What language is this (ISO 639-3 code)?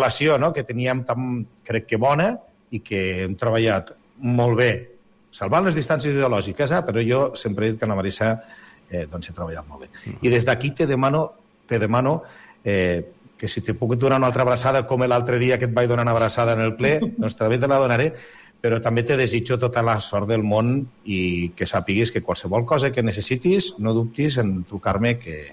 cat